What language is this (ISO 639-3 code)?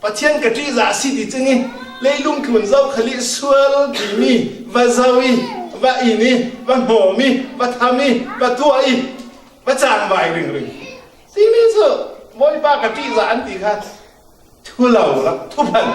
cfm